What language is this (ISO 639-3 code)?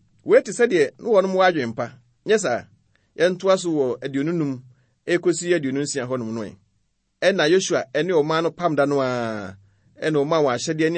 aka